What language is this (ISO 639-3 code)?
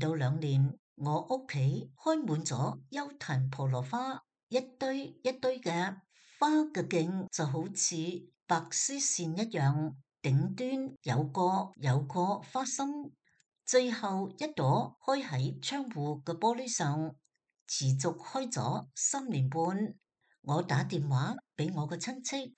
yue